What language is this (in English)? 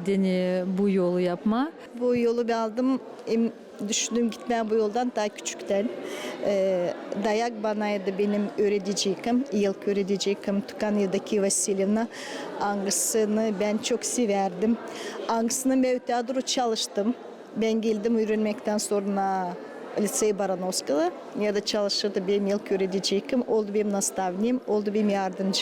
Gagauz